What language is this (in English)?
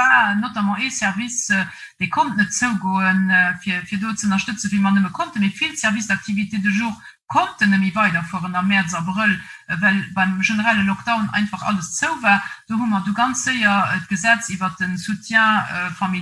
Luxembourgish